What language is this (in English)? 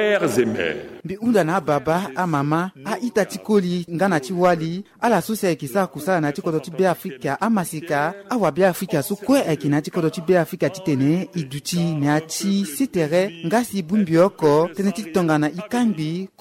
Sango